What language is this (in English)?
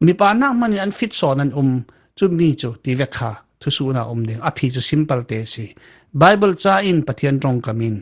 Falam Chin